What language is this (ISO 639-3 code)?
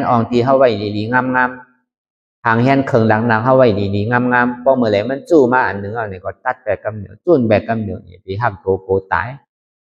shn